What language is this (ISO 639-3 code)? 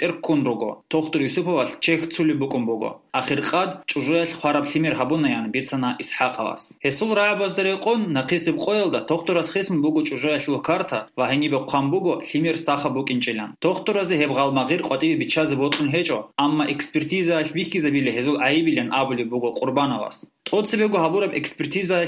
ava